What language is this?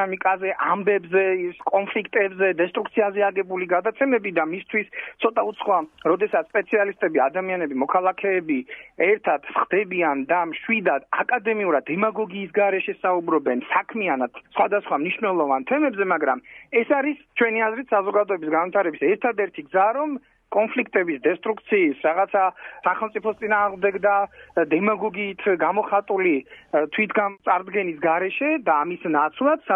Georgian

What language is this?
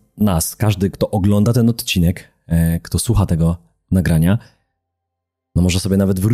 Polish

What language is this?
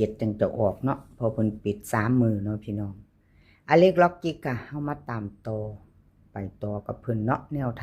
Northeastern Thai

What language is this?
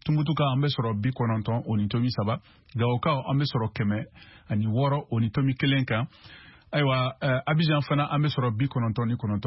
Bambara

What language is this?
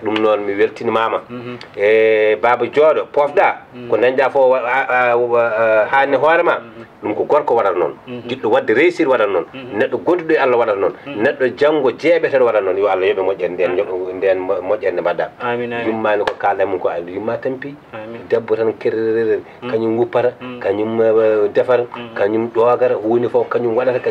Fula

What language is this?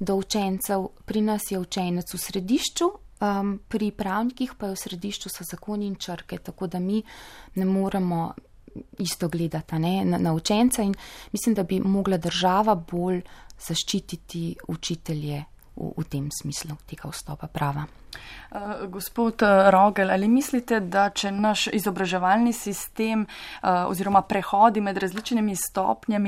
Slovenian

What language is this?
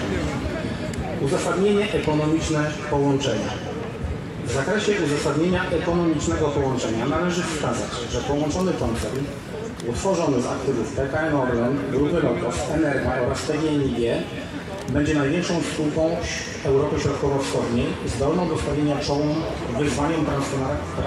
Polish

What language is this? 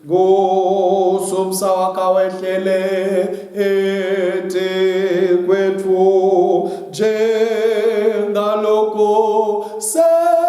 Swati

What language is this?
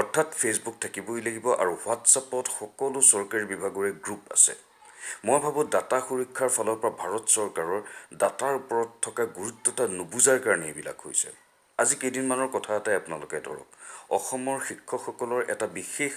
Assamese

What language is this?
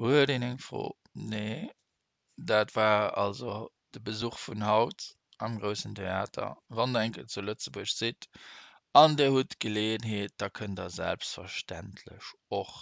Luxembourgish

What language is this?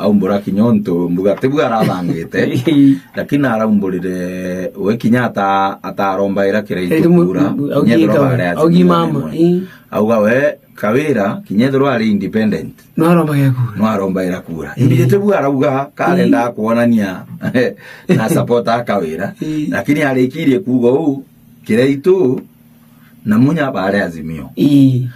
Meru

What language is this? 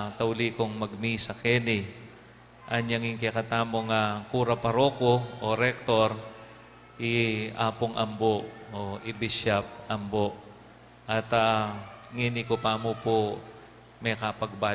Pampanga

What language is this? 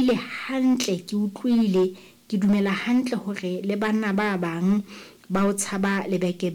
Southern Sotho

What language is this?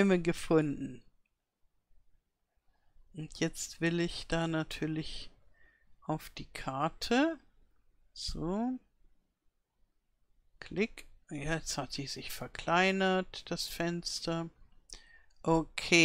German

